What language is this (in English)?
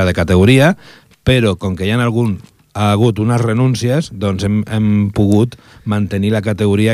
Catalan